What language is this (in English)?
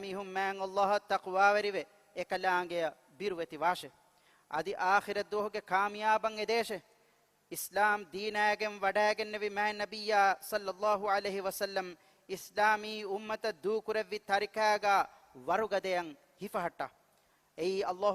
Divehi